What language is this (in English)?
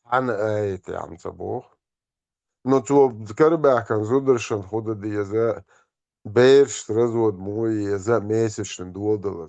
Chechen